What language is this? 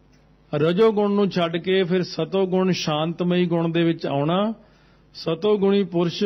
Punjabi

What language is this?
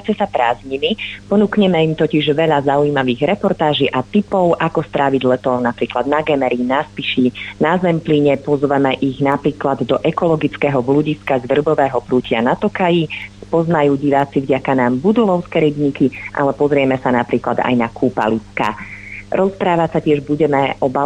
Slovak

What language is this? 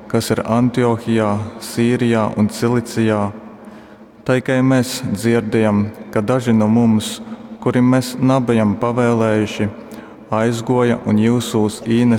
Latgalian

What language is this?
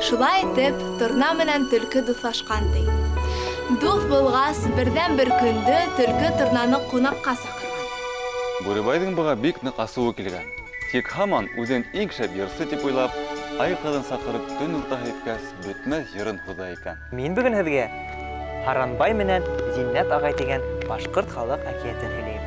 Bashkir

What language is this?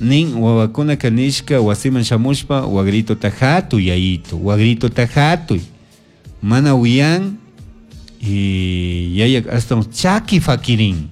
Chimborazo Highland Quichua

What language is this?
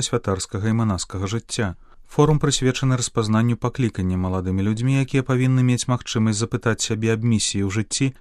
Belarusian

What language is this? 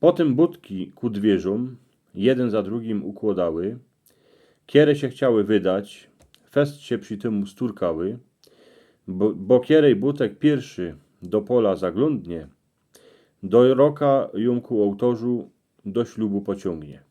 Silesian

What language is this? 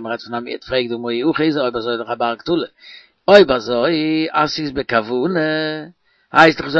Yiddish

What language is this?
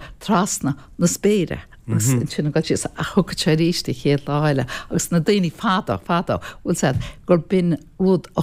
Irish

